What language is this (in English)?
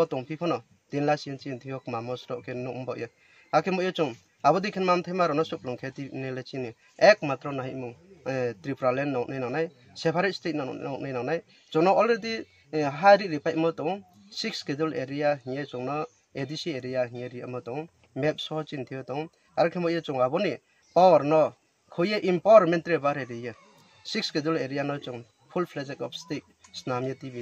Kok Borok